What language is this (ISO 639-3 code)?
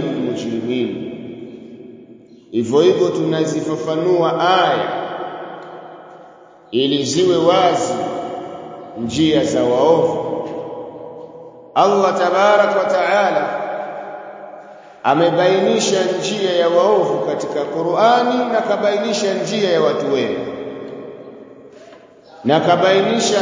swa